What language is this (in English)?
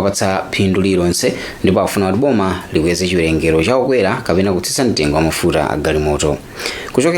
Nyanja